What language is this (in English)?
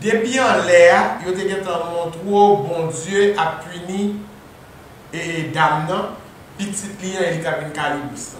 Haitian Creole